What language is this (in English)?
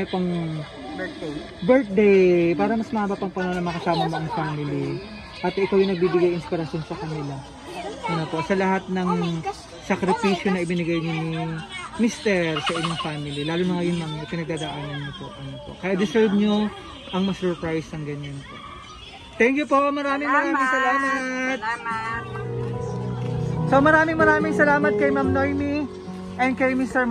Filipino